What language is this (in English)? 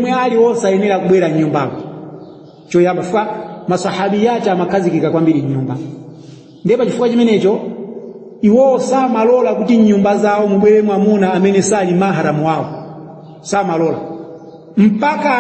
Nyanja